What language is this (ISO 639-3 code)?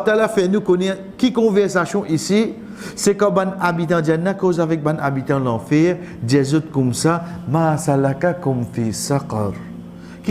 mfe